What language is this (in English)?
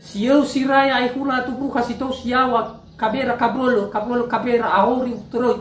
Nias